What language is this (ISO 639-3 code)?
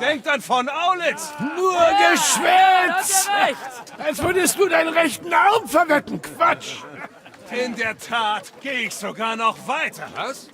bar